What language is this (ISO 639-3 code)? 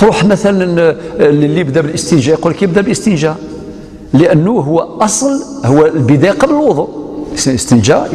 arq